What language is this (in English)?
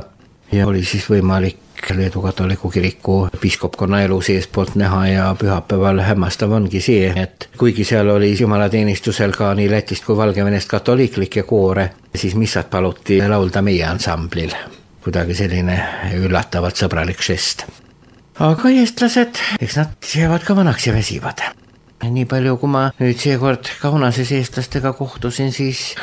Estonian